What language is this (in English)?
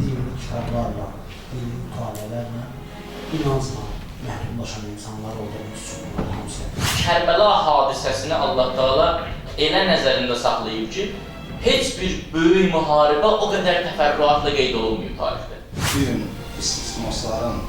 Azerbaijani